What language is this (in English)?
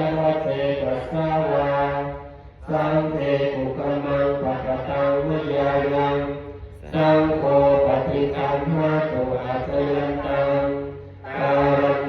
Pali